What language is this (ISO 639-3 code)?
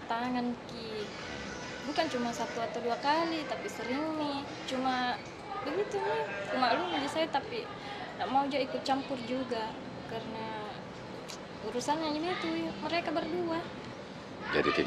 mfp